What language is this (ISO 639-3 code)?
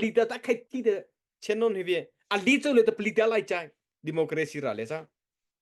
mrh